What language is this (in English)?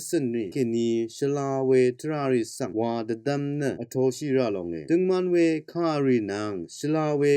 Rawang